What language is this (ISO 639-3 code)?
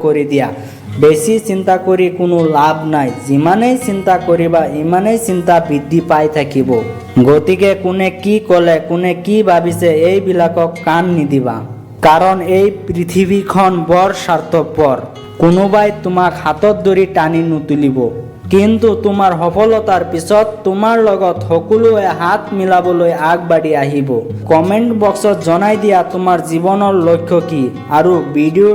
asm